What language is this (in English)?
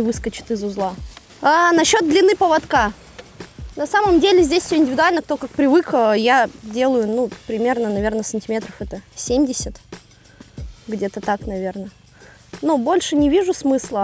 Russian